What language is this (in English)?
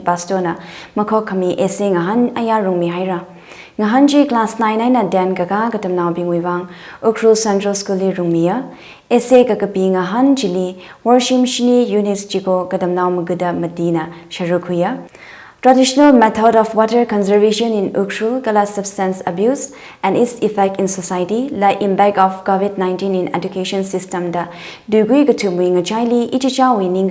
Tangkhul Naga (India)